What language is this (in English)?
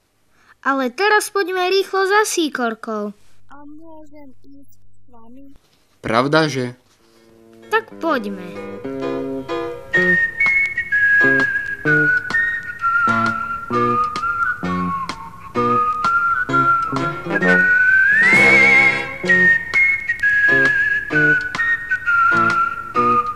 Slovak